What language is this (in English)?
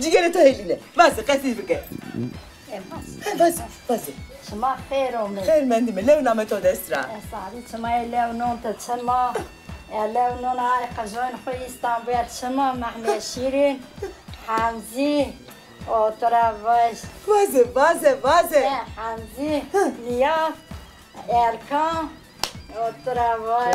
Zaza